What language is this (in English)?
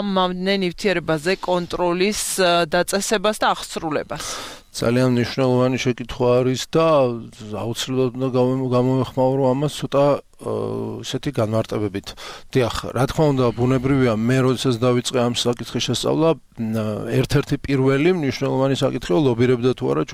Georgian